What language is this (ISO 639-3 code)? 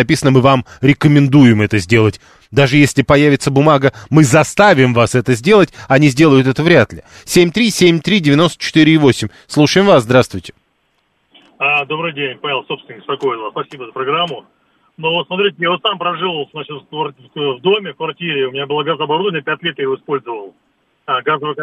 rus